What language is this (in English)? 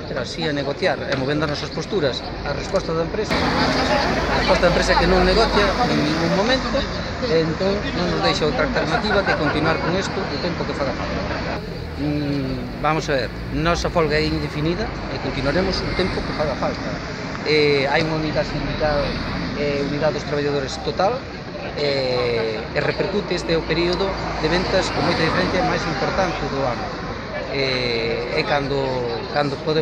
Galician